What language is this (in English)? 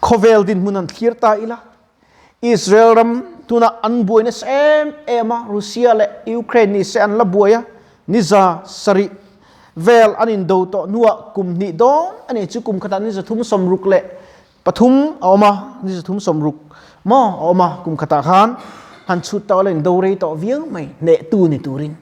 Mizo